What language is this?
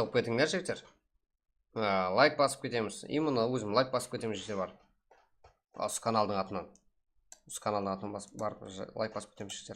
Kara-Kalpak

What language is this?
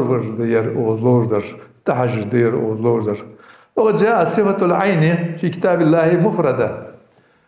Ingush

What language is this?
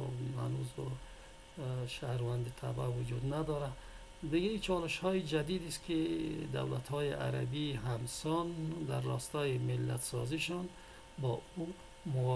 Persian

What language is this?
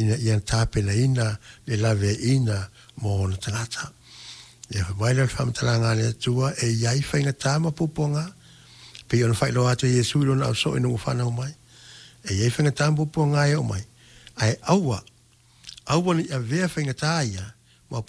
Samoan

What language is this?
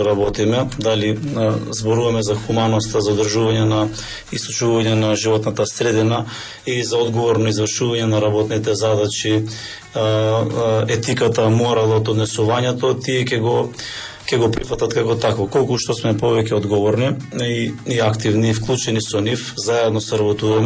Macedonian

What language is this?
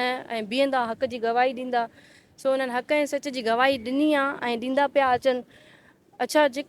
Sindhi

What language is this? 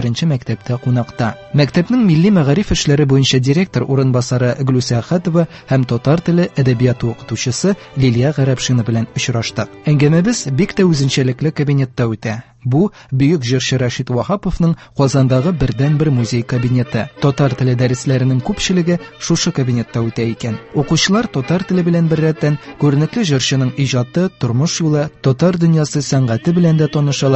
Tatar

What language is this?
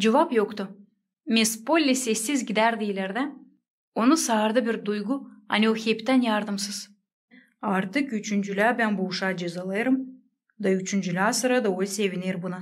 Gagauz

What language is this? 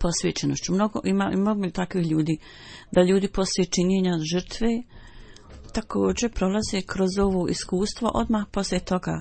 Bosnian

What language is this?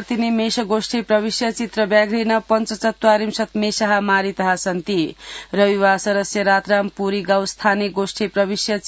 Sanskrit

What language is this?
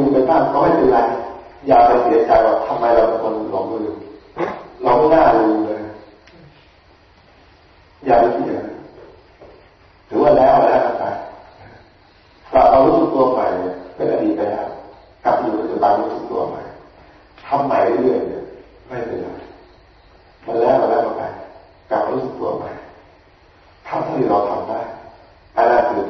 Thai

